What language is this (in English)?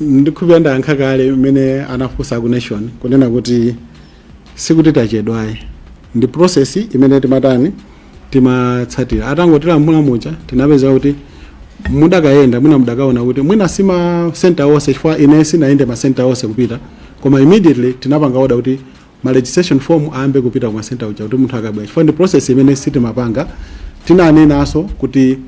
Nyanja